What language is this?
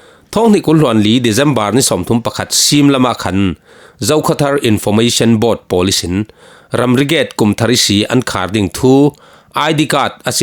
Falam Chin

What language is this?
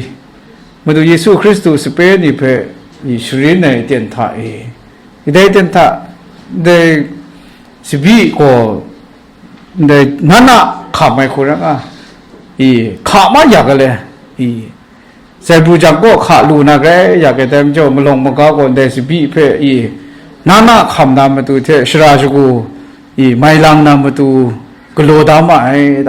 Kachin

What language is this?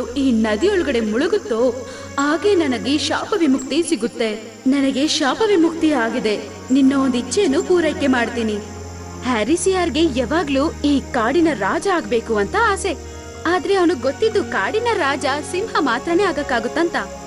Kannada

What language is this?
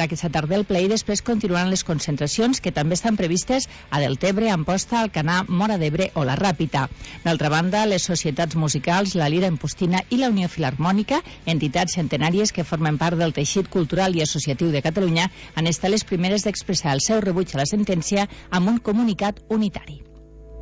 Catalan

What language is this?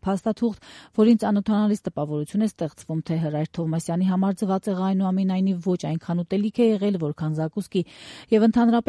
Armenian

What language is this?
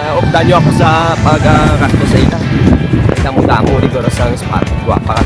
Hiligaynon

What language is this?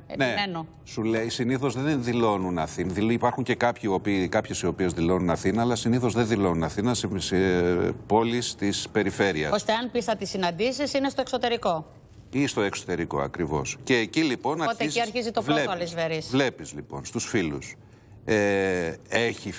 Greek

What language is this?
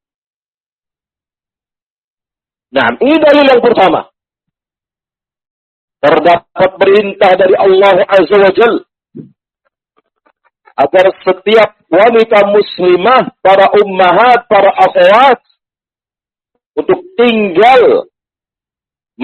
Indonesian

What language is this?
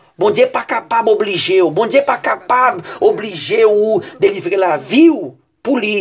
Haitian Creole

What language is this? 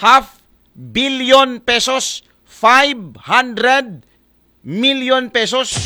Aklanon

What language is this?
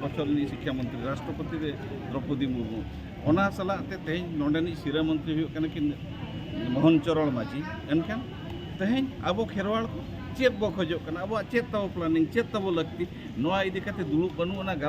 Santali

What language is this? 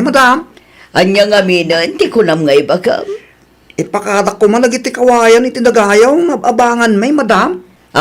Iloko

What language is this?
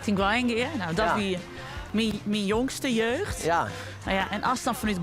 Western Frisian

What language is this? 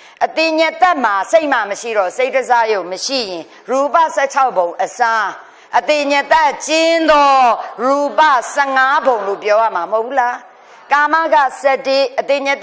Burmese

